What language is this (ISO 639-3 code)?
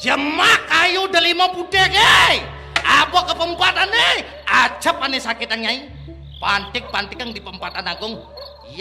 ban